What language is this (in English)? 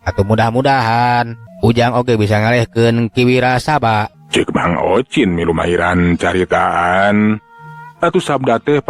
Sundanese